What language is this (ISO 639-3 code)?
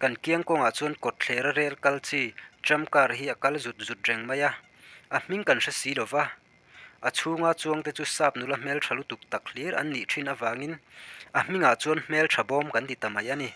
lus